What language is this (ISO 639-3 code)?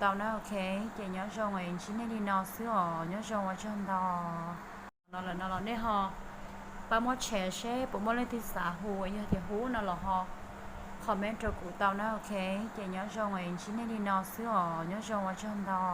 hmn